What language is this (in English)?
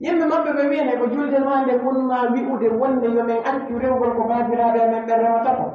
Pular